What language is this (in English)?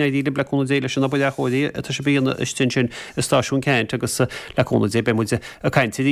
Irish